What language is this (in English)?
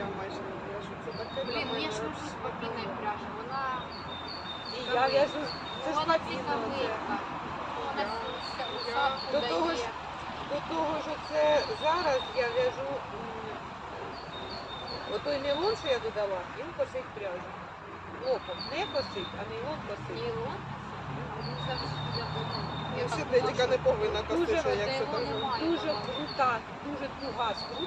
Ukrainian